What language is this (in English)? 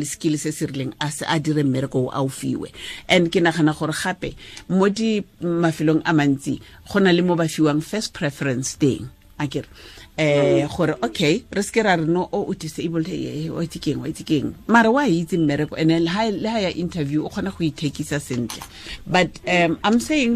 Tswana